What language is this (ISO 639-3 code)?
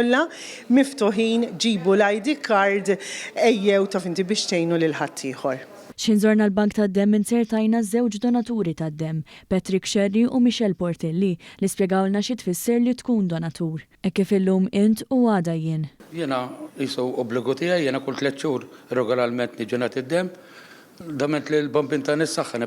mlt